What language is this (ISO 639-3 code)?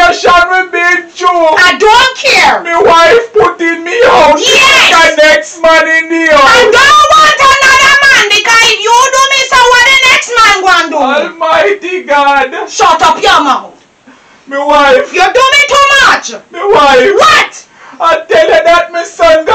jam